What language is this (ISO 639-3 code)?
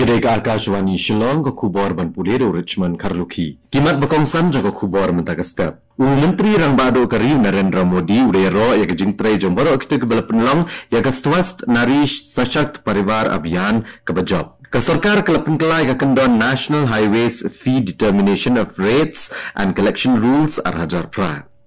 kha